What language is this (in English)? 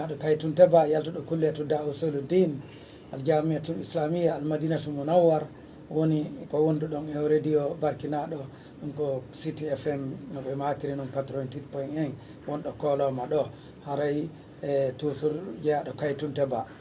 Pular